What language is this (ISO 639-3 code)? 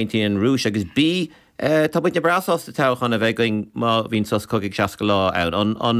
gle